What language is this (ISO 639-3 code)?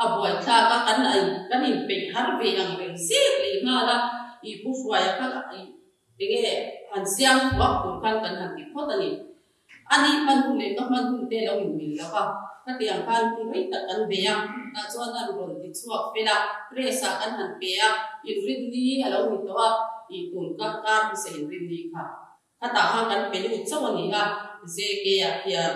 lus